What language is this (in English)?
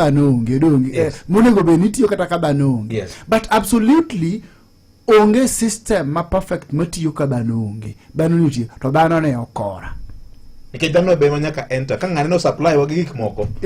Luo (Kenya and Tanzania)